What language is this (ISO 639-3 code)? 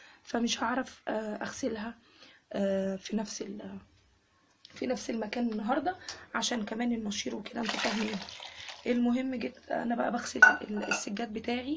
arz